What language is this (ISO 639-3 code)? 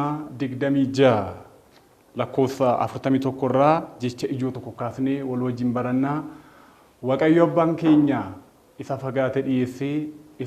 orm